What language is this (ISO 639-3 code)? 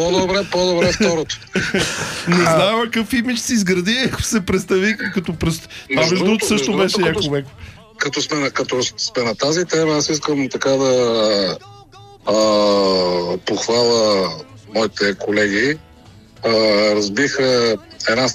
bul